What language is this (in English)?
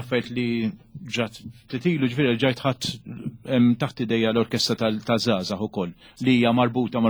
Maltese